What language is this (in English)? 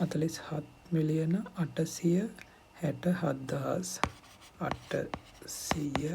Sinhala